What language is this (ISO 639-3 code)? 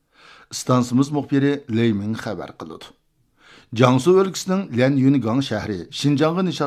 uig